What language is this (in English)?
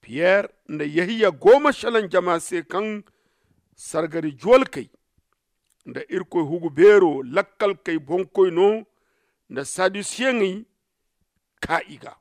Zarma